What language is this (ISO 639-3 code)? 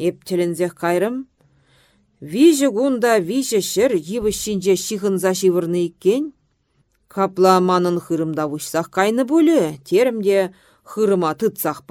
chv